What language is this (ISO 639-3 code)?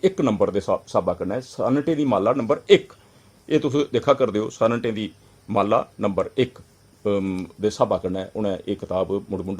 doi